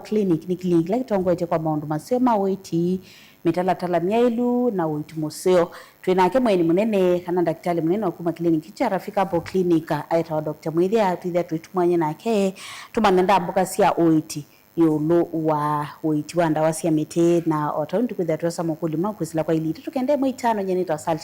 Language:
Kamba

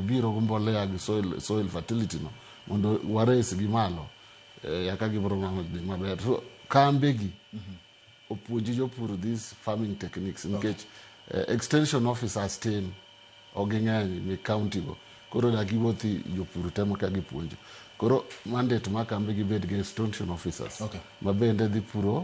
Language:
Luo (Kenya and Tanzania)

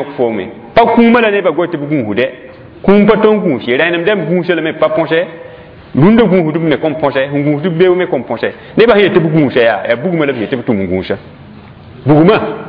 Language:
Mossi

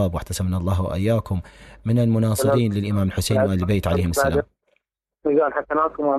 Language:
Mesopotamian Arabic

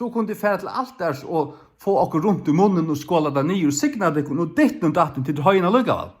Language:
Faroese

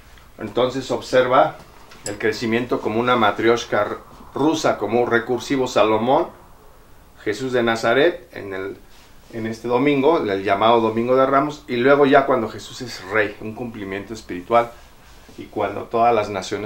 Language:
Spanish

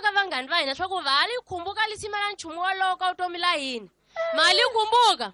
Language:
Tsonga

